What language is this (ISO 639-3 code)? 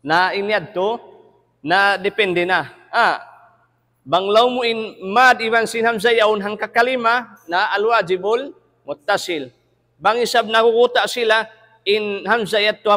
tsg